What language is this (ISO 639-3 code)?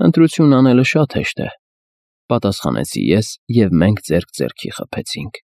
hye